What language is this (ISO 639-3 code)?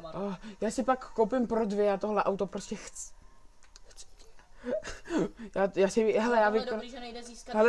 ces